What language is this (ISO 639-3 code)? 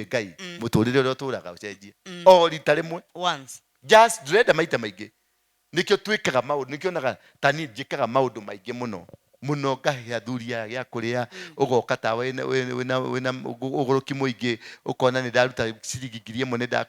kik